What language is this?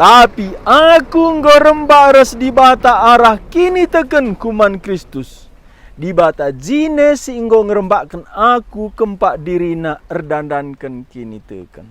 Batak Karo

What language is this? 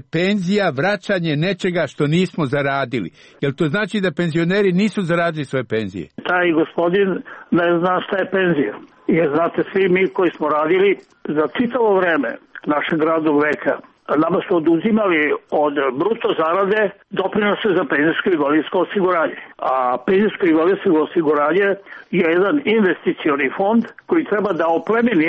Serbian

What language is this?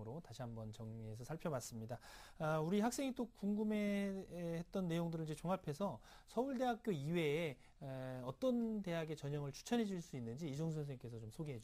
Korean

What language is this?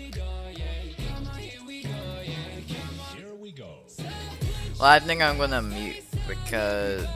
English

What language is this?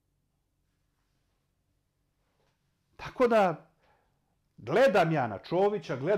Serbian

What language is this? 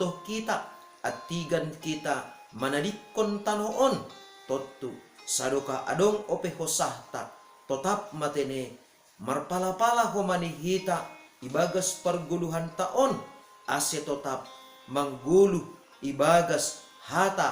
Batak Simalungun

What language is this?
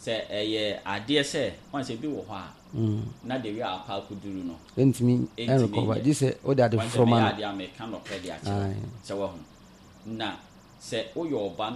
Akan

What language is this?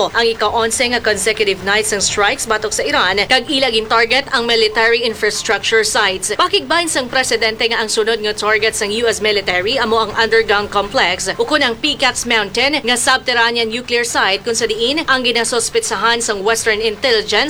Hiligaynon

